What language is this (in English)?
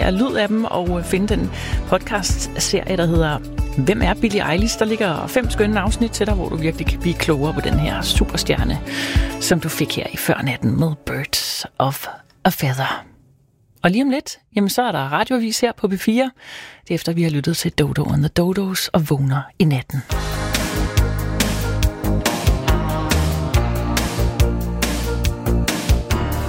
Danish